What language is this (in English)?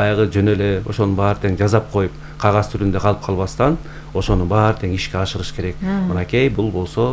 Kyrgyz